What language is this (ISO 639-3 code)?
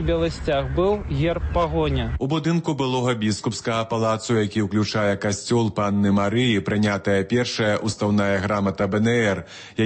bel